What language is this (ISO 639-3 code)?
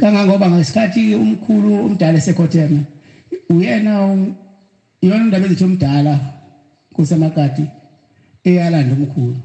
zul